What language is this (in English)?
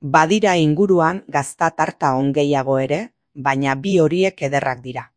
Basque